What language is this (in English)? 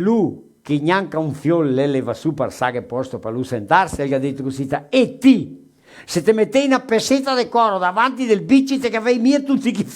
Venetian